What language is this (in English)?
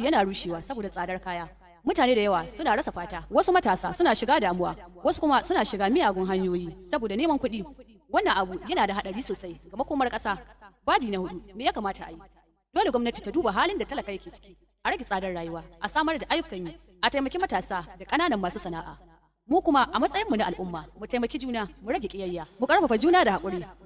Hausa